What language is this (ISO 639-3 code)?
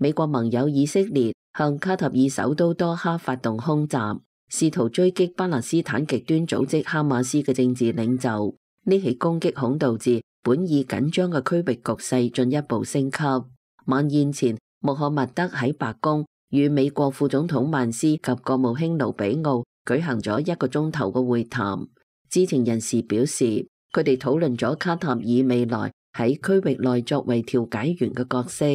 yue